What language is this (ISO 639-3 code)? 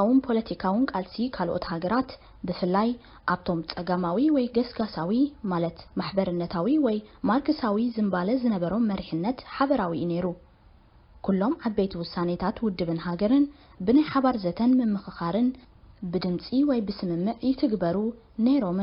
tir